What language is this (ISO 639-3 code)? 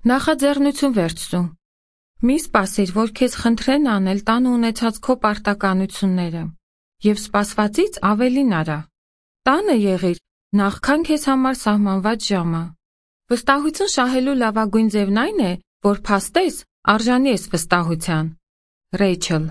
hye